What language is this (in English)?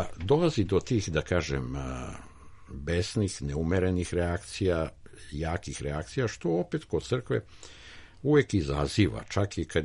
Serbian